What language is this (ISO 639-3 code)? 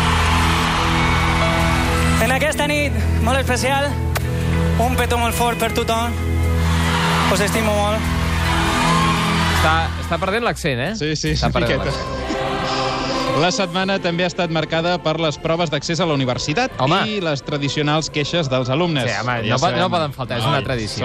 cat